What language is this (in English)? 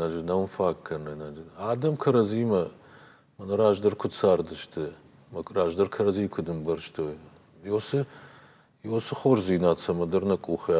Ossetic